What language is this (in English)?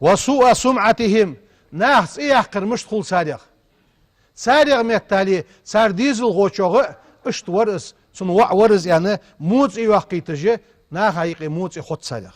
Ingush